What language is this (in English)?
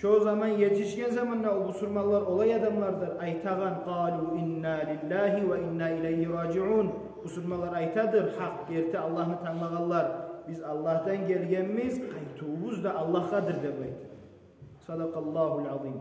Kumyk